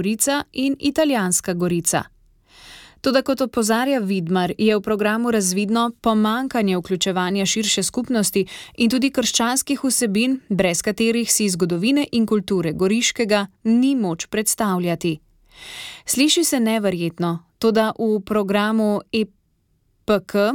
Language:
Slovenian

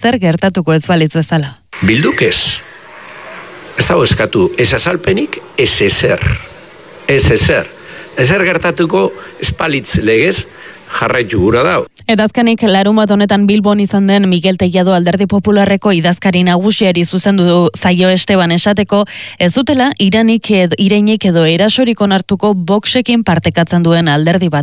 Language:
Basque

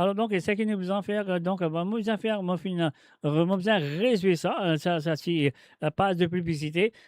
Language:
Morisyen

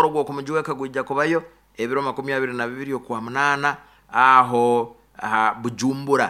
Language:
Nyoro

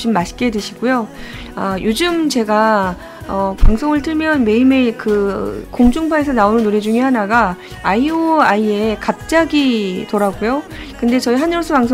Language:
Korean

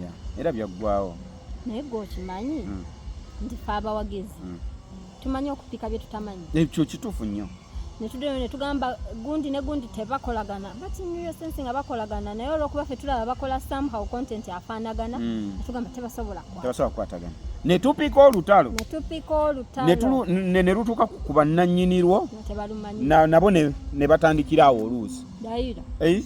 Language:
Ganda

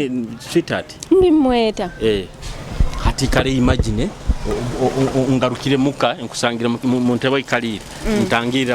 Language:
Nyoro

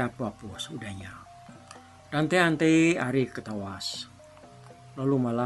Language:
Iban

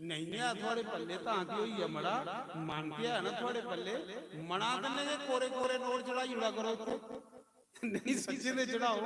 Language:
Dogri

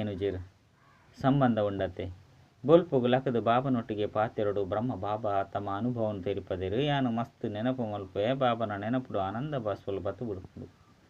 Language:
Tulu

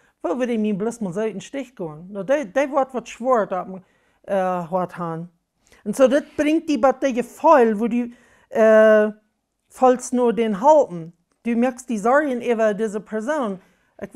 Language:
Plautdietsch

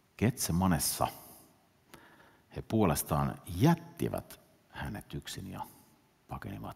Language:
Finnish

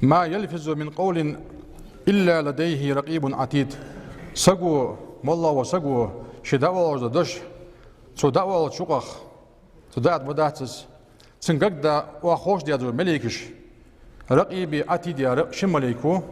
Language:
Ingush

